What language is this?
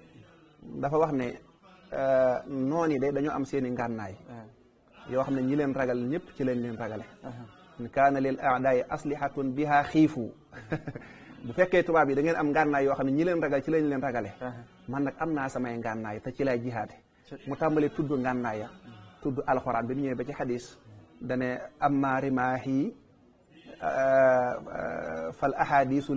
Wolof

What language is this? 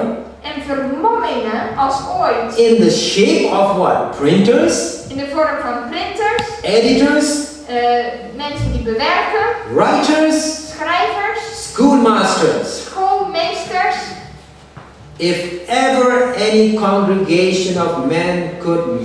Dutch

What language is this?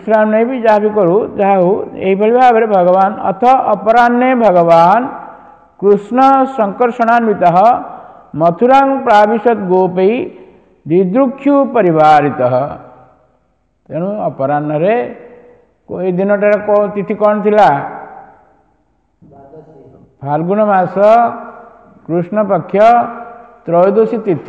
Odia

